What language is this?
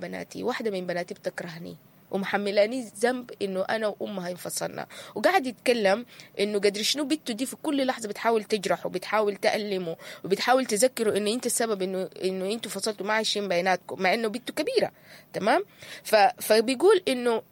Sudanese Arabic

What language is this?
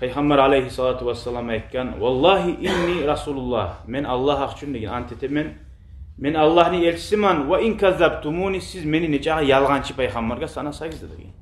Kumyk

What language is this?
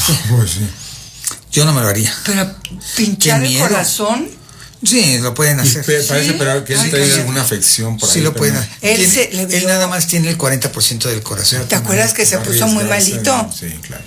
Spanish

